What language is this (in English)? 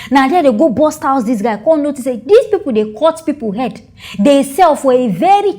Nigerian Pidgin